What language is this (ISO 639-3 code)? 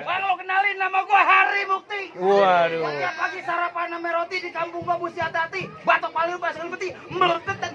bew